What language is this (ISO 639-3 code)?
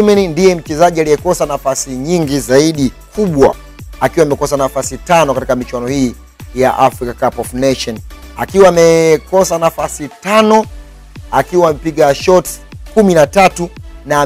swa